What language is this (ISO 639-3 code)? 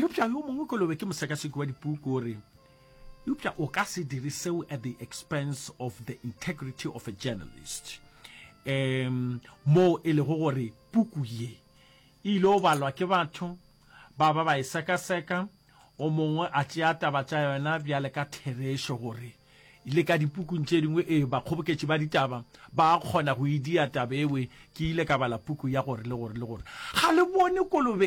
nso